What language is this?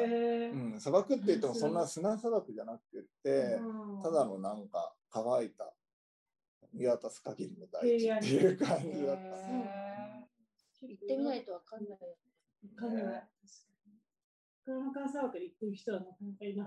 Japanese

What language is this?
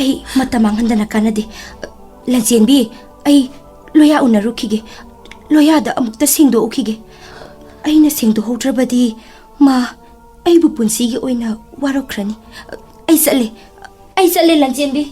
Manipuri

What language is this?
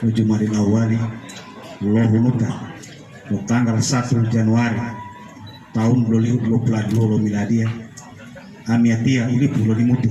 Gorontalo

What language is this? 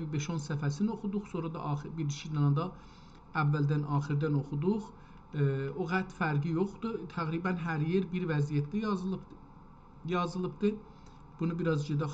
South Azerbaijani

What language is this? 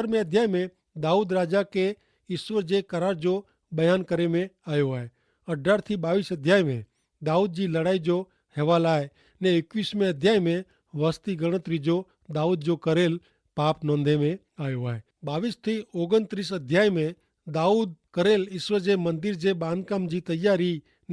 Kachhi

